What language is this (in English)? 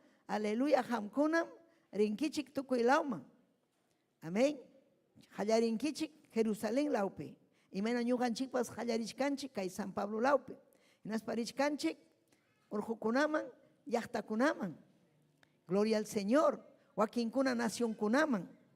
Ayacucho Quechua